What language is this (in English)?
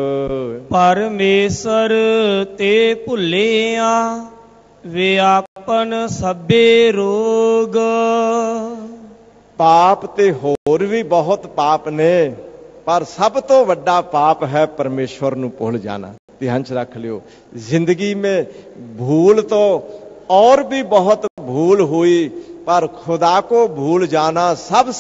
Punjabi